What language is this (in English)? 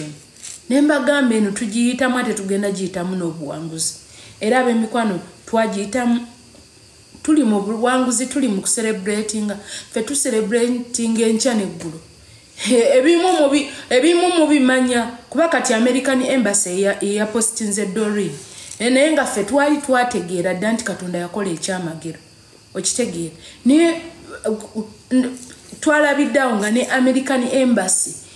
Ganda